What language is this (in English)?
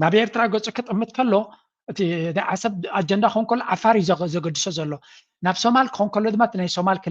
Tigrinya